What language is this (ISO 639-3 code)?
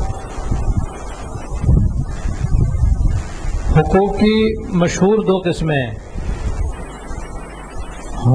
urd